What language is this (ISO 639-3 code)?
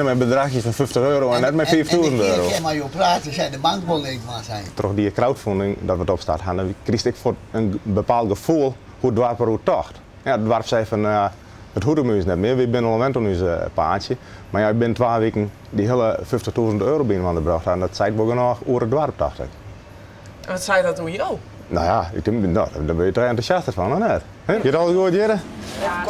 fry